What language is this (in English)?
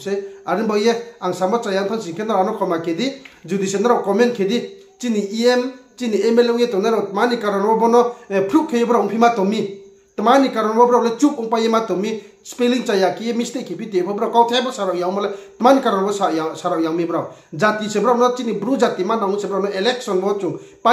Riang (India)